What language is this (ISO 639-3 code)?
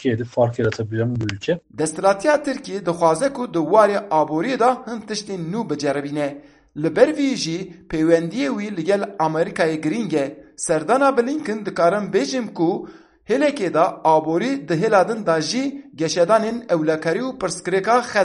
kur